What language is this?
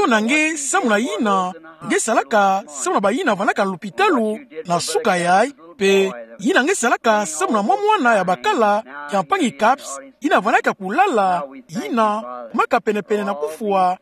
Kituba (Democratic Republic of Congo)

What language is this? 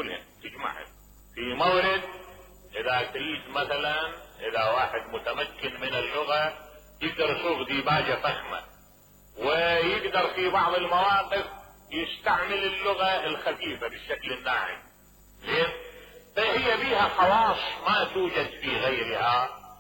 Mesopotamian Arabic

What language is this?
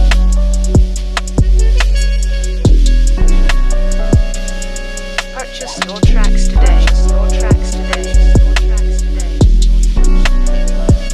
English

